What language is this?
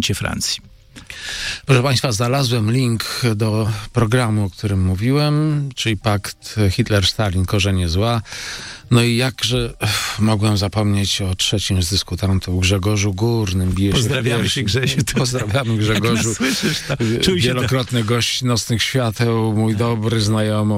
Polish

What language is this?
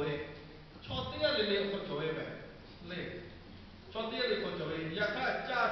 Lahu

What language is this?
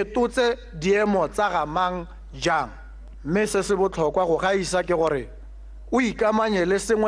Tswana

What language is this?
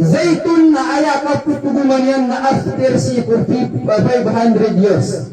Maranao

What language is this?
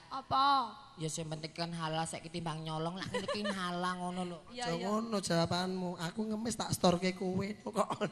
Javanese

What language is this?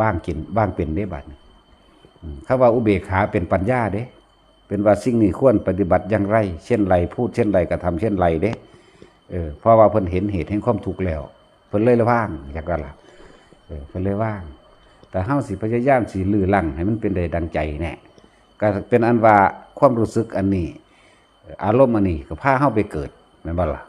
Northeastern Thai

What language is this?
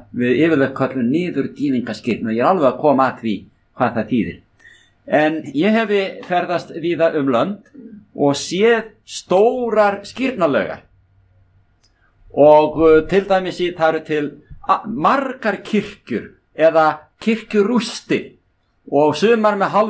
Icelandic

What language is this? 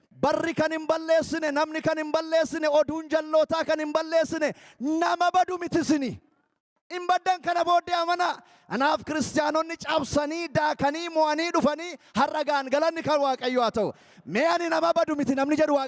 Oromo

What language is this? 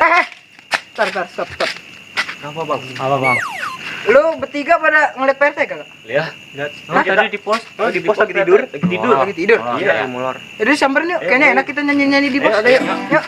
Betawi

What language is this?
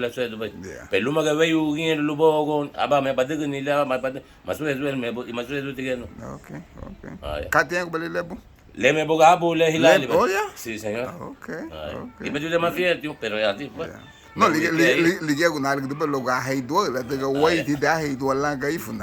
Garifuna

